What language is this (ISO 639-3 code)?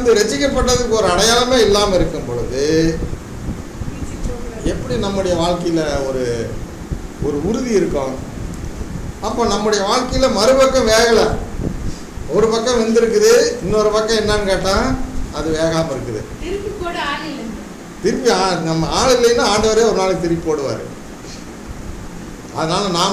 tam